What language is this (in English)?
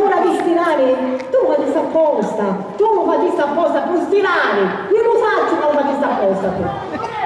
Sicilian